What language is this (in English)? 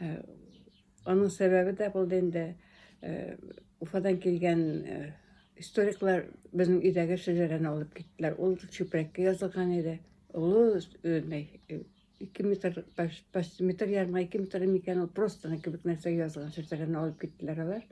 Bashkir